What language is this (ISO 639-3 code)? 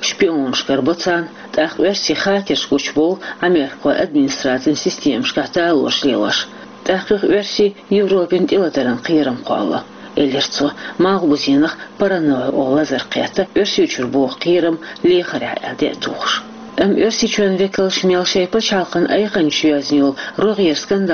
che